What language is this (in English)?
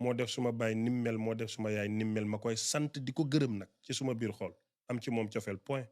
Wolof